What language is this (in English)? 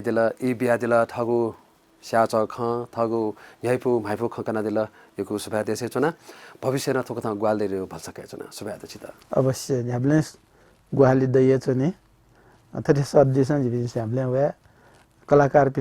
Newari